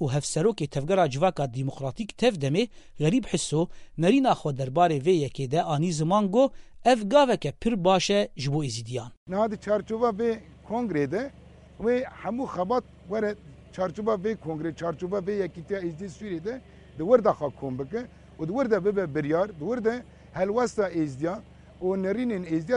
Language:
Kurdish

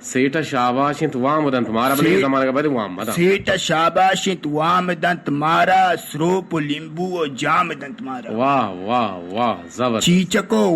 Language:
Eastern Balochi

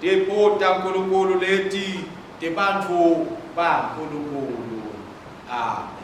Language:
Swati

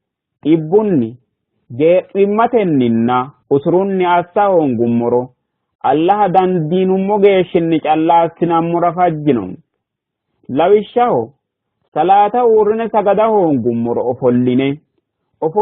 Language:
Sidamo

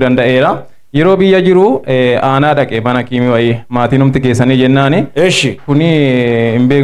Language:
Oromo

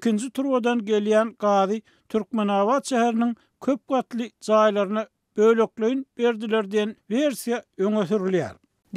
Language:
Turkmen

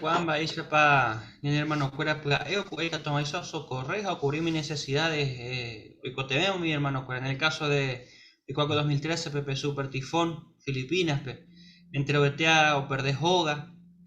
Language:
Guarani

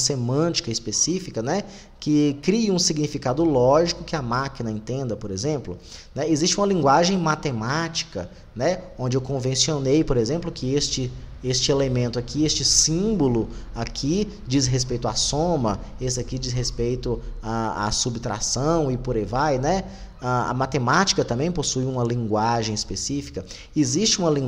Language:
Portuguese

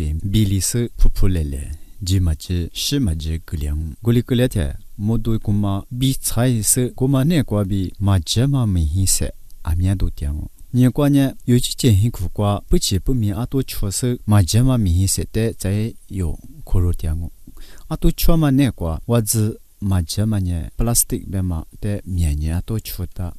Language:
Lisu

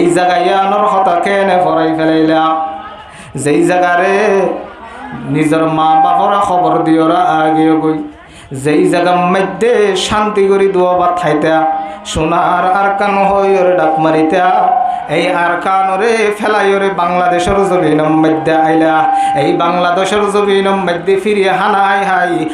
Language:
Rohingya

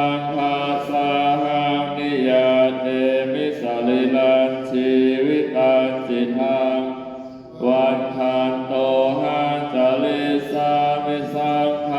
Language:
Pali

